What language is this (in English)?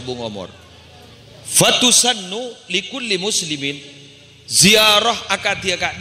Madurese